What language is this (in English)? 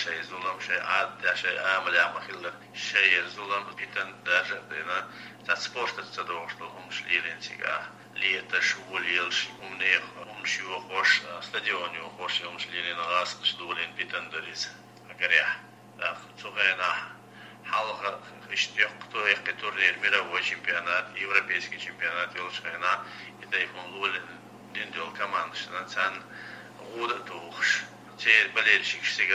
Chechen